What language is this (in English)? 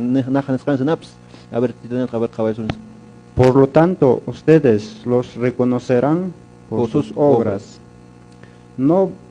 Quechua